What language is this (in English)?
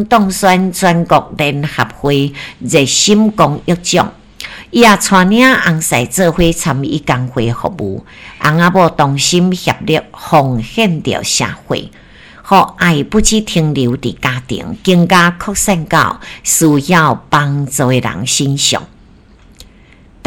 Min Nan Chinese